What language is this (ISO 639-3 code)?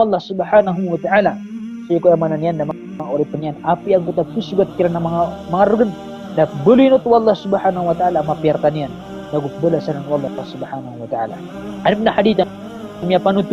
mrw